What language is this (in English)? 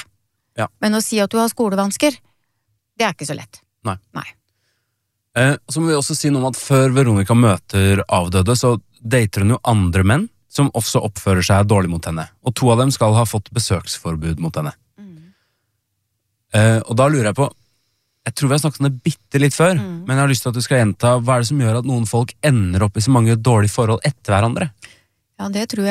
Norwegian